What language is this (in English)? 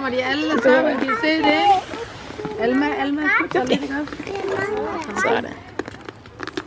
Danish